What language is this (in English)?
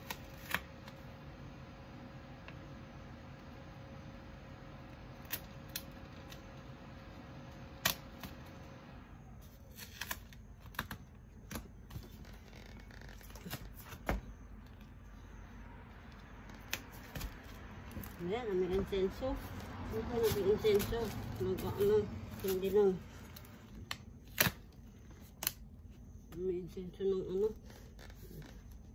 Filipino